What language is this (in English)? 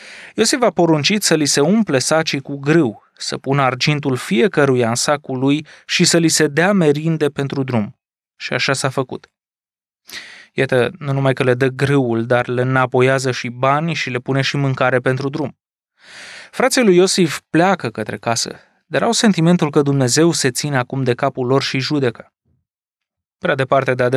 Romanian